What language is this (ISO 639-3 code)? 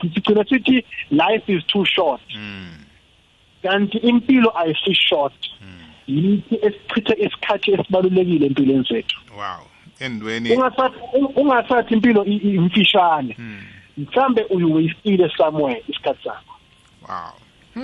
nbl